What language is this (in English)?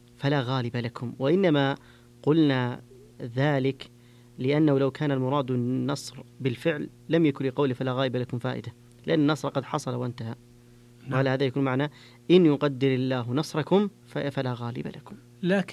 Arabic